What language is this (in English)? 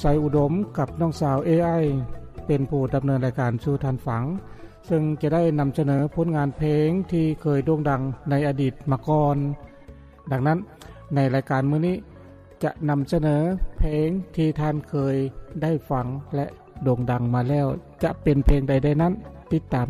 Lao